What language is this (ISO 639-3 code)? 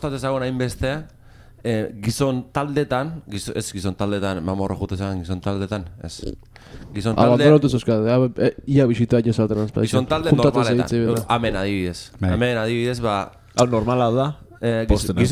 eus